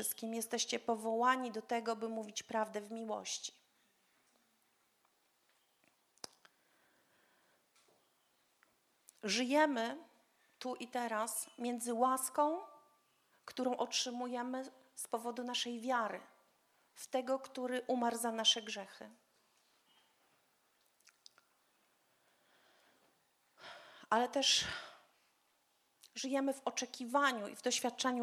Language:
Polish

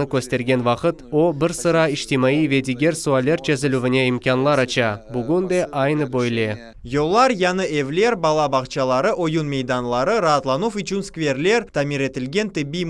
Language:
Crimean Tatar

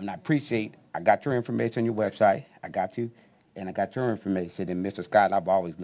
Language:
English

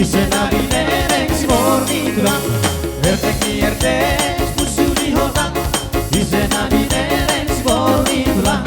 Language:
Batak Toba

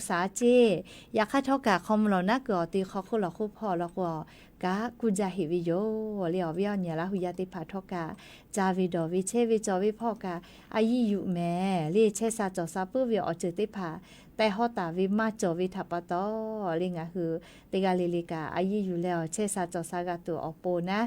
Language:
Lahu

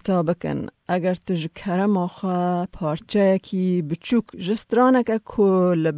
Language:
Kurdish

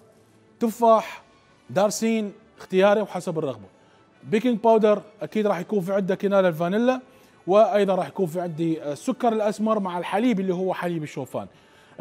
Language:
Mesopotamian Arabic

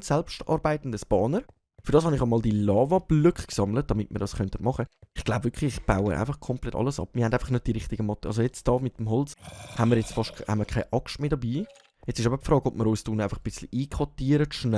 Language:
Swiss German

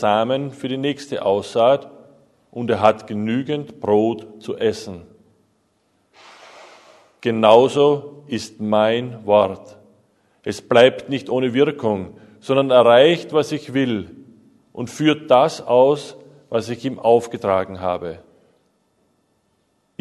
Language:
German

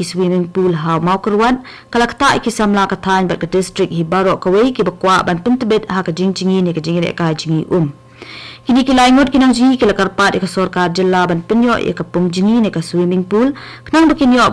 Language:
Khasi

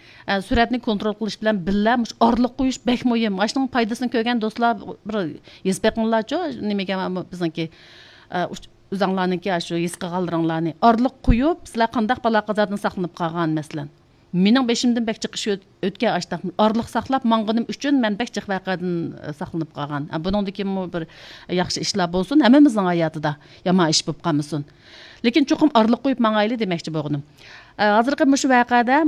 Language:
Uyghur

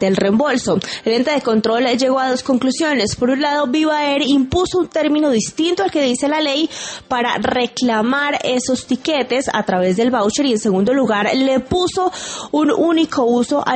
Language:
Spanish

